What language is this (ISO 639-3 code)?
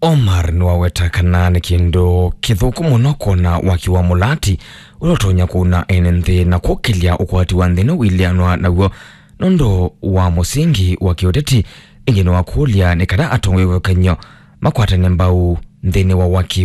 kam